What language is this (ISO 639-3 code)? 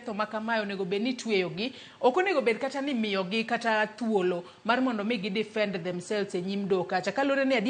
luo